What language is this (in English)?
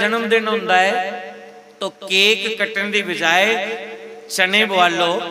Dogri